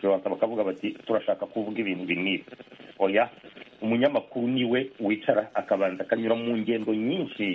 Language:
Kinyarwanda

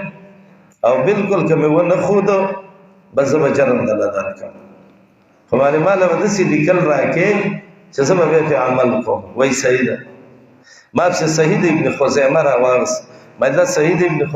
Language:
Pashto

